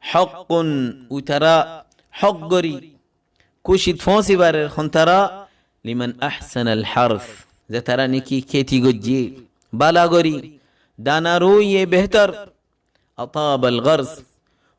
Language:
Rohingya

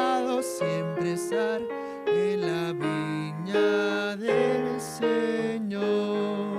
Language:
Aymara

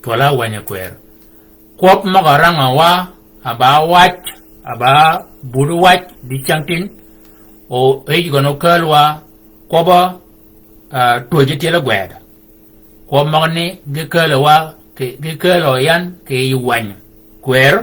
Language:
Shilluk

